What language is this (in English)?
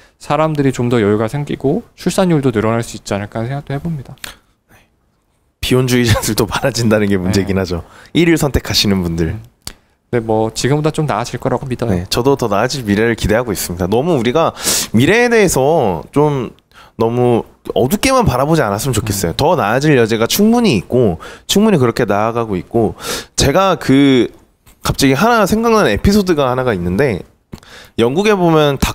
Korean